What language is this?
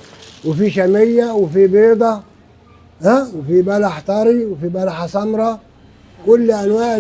Egyptian Arabic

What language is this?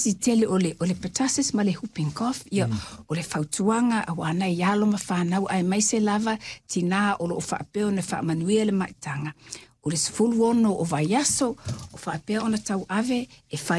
Samoan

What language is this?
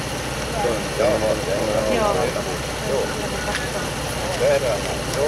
Finnish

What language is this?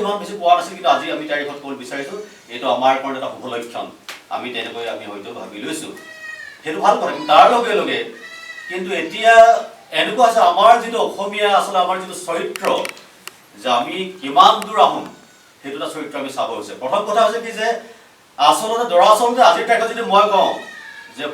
Assamese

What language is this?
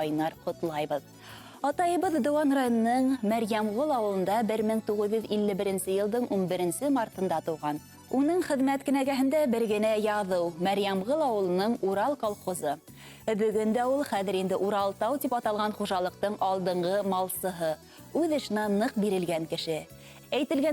Bashkir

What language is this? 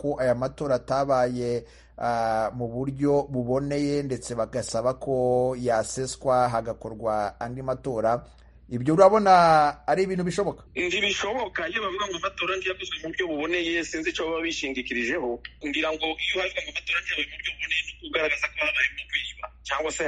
Kinyarwanda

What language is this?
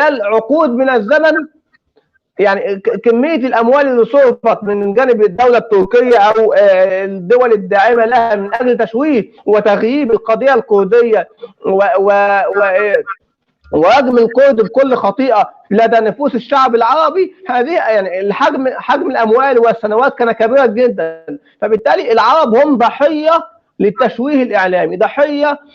North Levantine Arabic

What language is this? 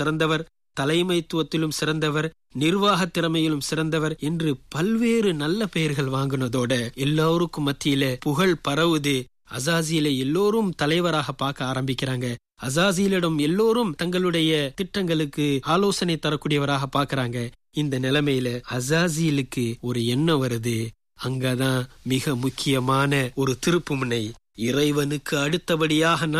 Tamil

